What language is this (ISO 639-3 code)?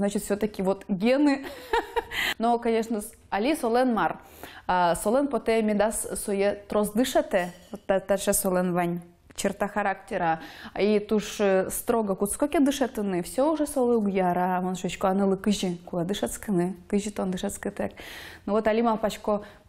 udm